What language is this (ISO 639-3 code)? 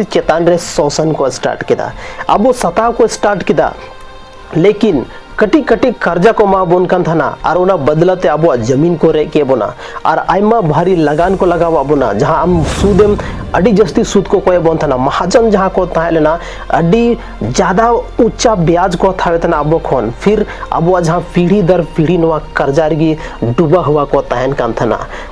sat